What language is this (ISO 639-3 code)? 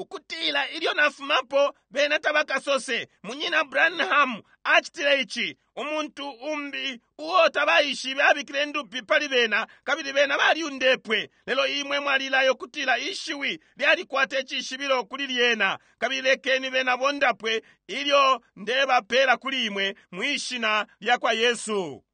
bem